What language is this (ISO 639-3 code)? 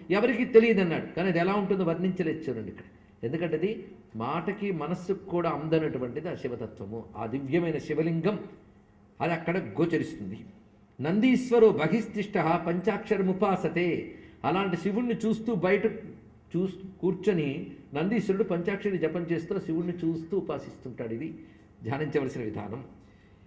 tel